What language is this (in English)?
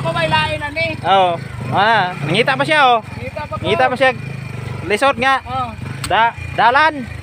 Cebuano